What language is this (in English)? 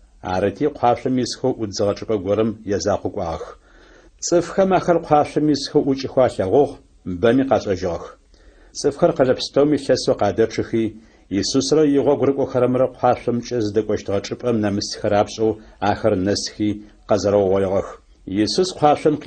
Adyghe